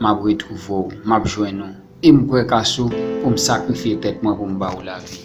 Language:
Haitian Creole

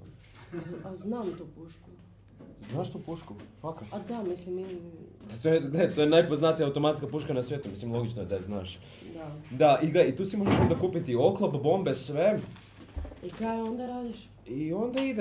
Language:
Croatian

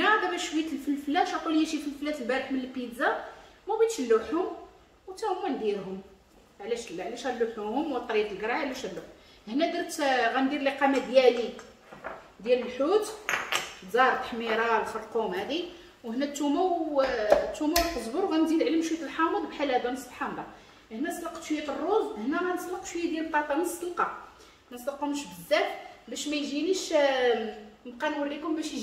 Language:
Moroccan Arabic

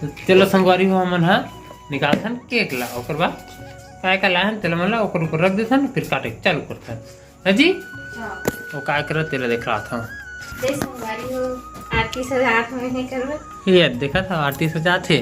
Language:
Chhattisgarhi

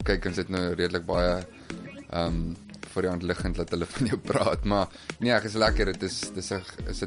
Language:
Afrikaans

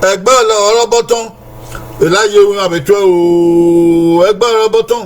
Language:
Bini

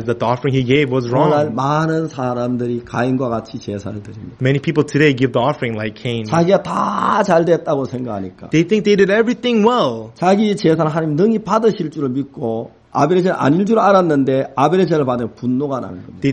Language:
Korean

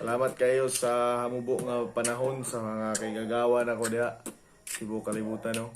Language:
Cebuano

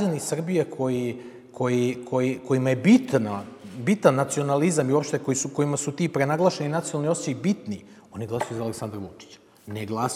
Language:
Serbian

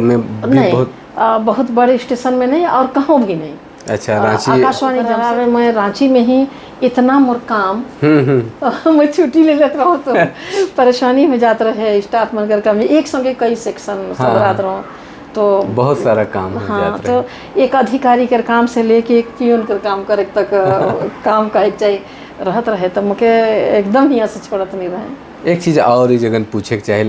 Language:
Sadri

